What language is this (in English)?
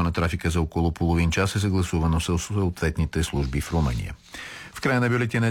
Bulgarian